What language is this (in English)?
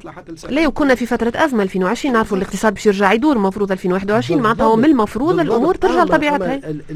Tunisian Arabic